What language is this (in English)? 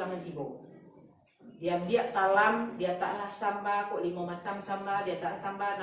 Minangkabau